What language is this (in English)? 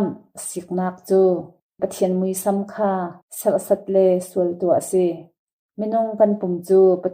Hakha Chin